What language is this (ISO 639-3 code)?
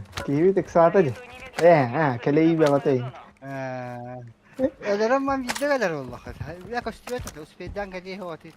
sah